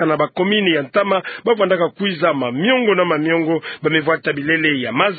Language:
Kituba (Democratic Republic of Congo)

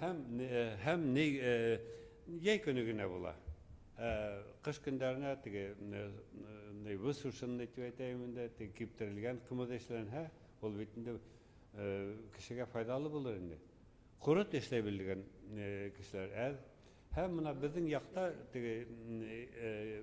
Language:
Bashkir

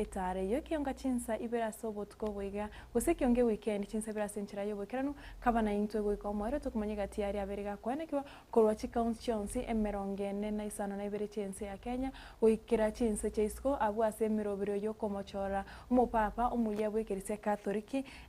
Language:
Gusii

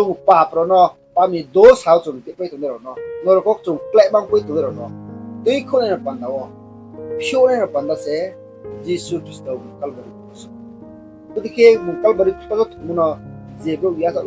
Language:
Riang (India)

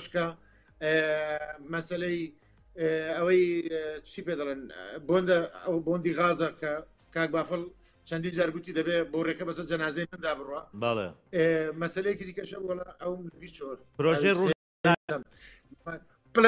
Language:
Central Kurdish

